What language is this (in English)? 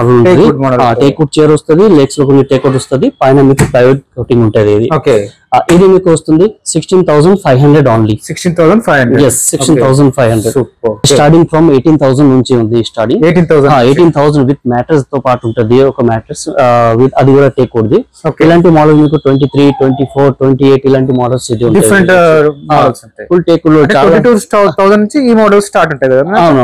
Telugu